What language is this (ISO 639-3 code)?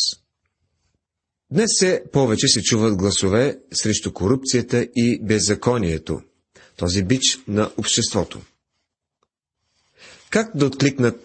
bul